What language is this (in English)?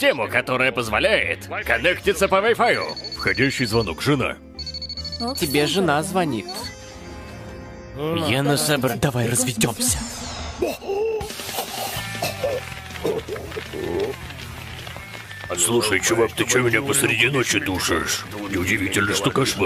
Russian